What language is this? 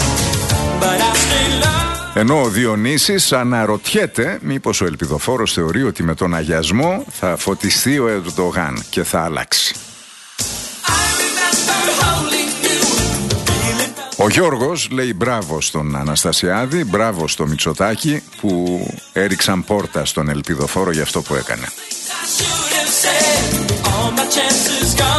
Greek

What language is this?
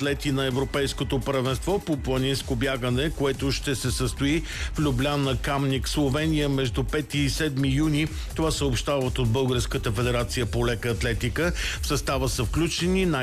Bulgarian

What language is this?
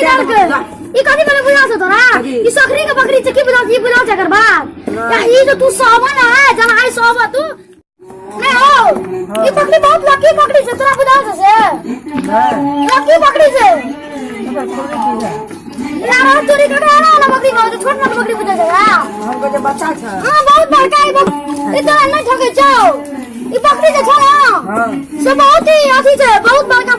Maithili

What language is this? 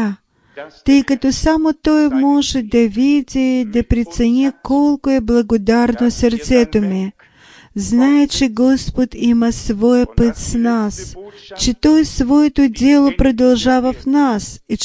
Bulgarian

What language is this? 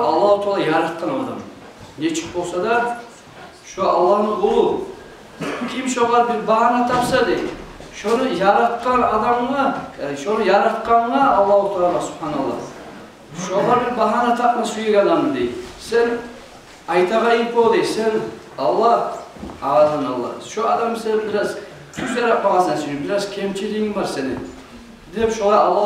Kumyk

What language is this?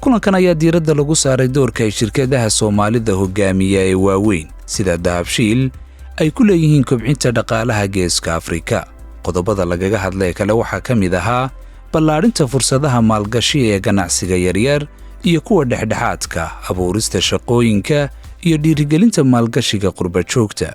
Somali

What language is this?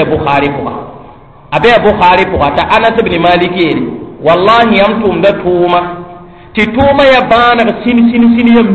Mossi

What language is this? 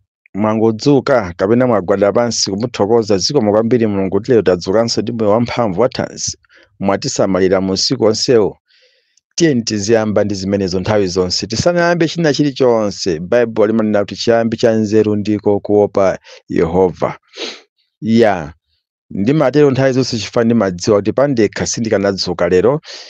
Nyanja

